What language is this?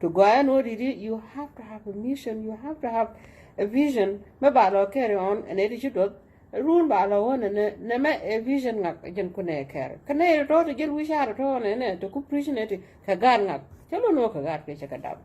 Nuer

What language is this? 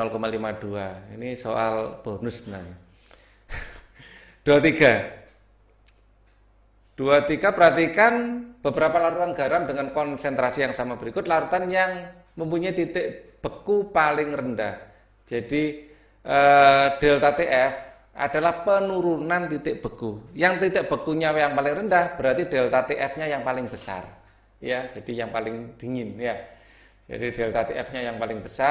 Indonesian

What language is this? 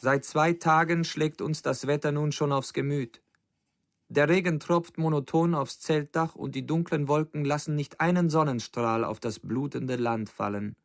Bavarian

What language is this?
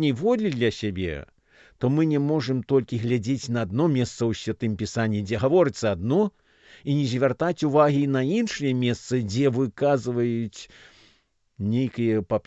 Belarusian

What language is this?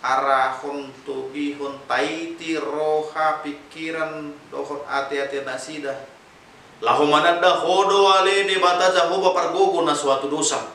Batak Toba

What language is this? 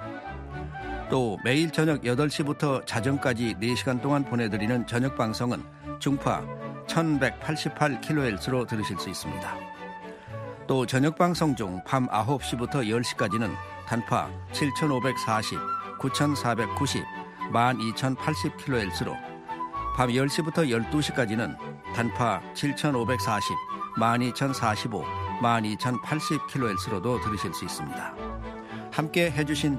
Korean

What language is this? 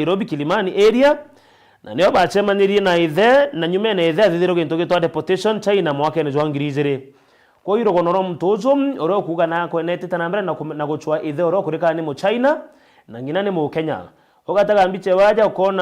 Meru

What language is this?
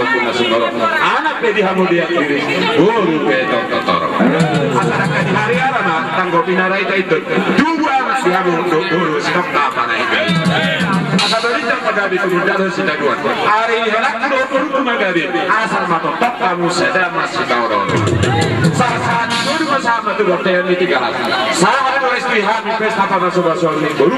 Batak Toba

